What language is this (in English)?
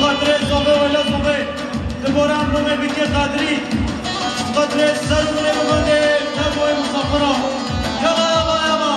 Kurdish